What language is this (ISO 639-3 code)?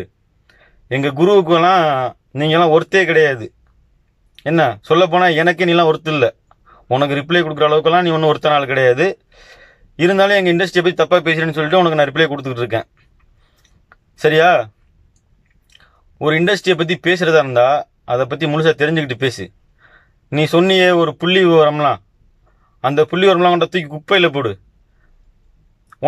tam